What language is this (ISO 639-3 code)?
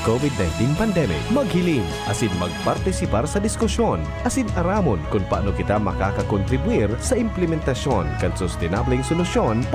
bik